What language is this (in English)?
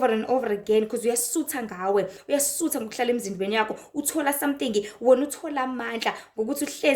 Zulu